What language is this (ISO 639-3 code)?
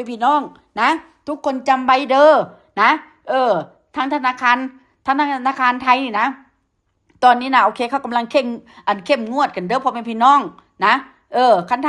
tts